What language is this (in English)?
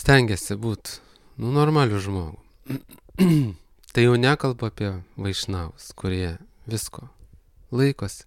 Lithuanian